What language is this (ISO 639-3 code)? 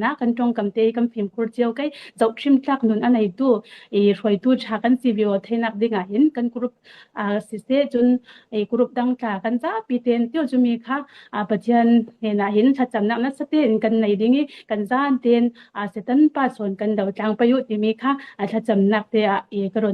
cfm